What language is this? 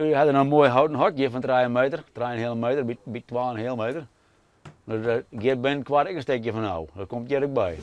Western Frisian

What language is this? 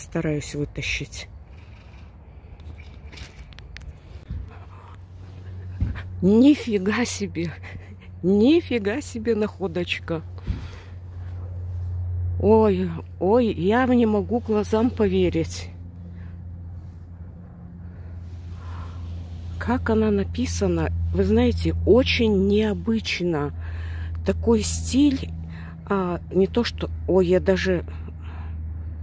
Russian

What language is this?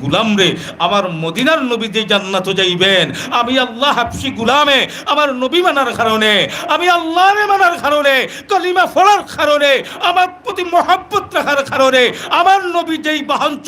Sylheti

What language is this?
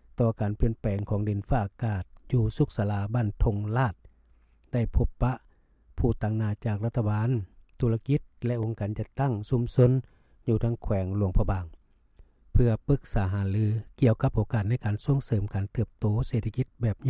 Lao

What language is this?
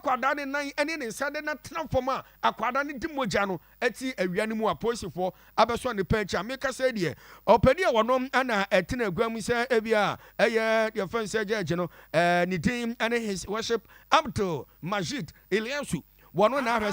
Akan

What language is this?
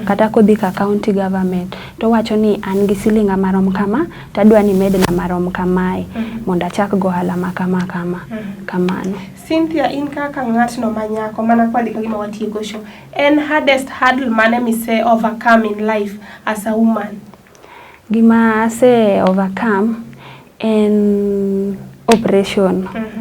Luo (Kenya and Tanzania)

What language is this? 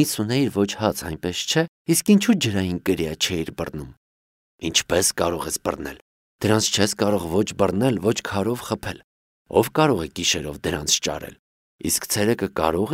Armenian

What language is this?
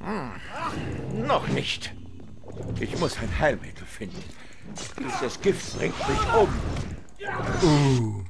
Swiss German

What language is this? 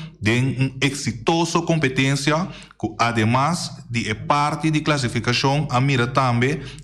Papiamento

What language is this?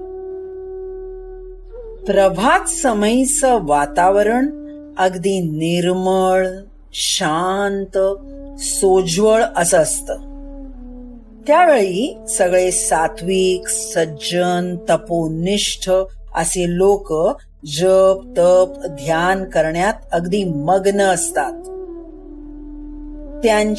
Marathi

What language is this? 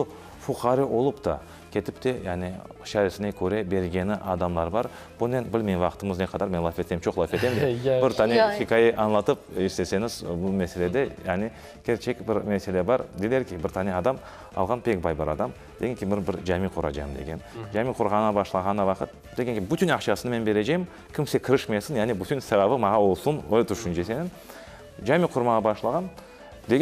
Crimean Tatar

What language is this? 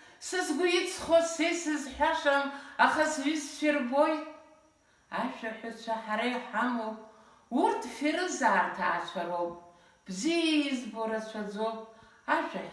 Abkhazian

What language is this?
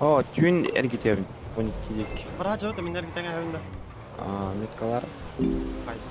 Yakut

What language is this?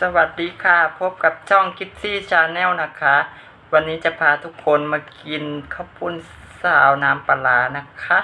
Northeastern Thai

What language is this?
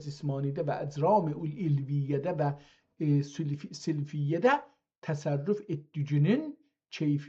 South Azerbaijani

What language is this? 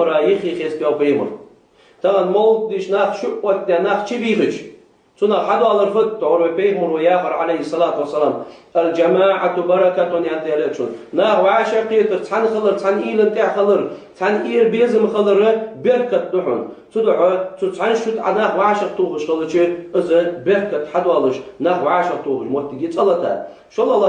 Ingush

